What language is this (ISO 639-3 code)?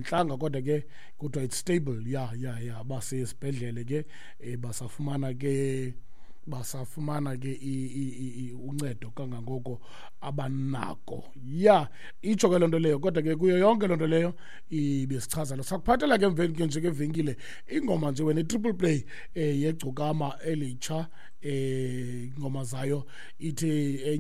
xho